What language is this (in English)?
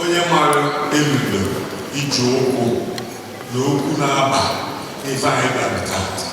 Igbo